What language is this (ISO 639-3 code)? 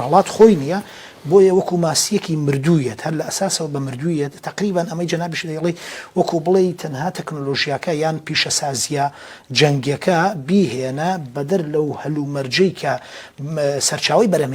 ckb